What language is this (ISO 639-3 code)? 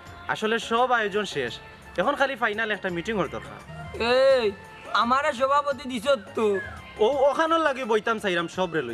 syl